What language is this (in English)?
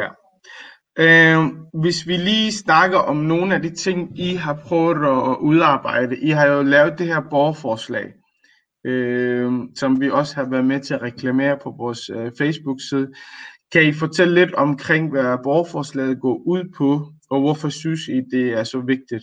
Danish